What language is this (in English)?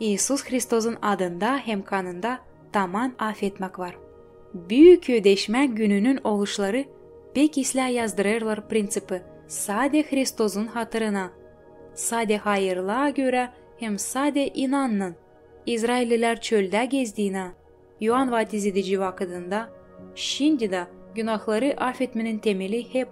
Gagauz